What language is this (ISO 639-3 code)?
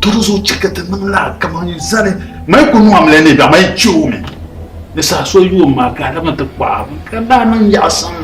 dag